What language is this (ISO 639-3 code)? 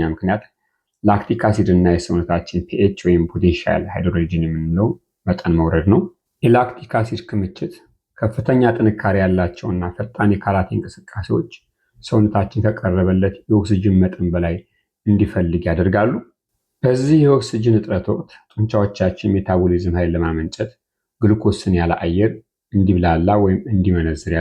amh